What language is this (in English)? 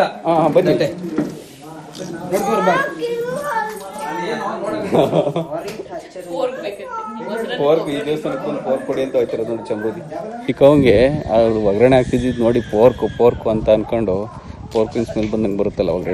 Kannada